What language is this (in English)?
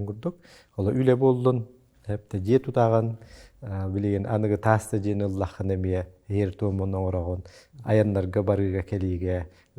Yakut